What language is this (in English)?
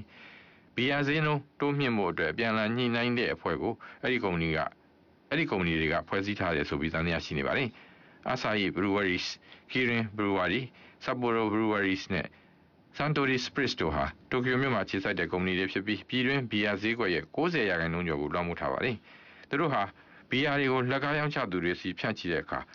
Burmese